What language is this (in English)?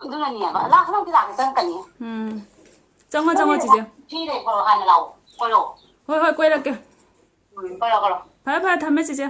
Manipuri